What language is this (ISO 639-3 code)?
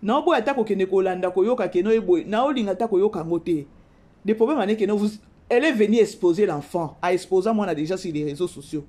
lin